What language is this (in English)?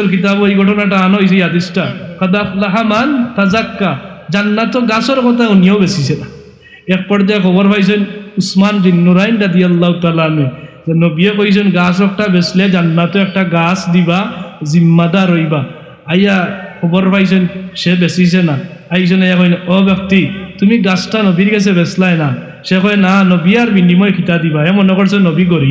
Sylheti